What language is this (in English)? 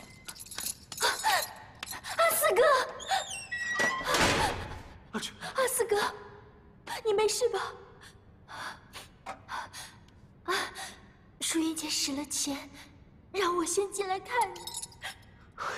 Chinese